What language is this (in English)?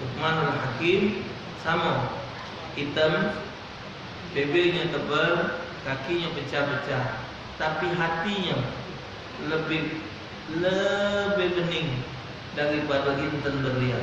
Musi